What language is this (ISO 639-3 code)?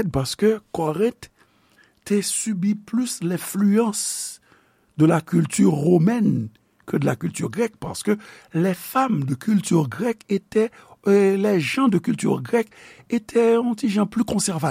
hat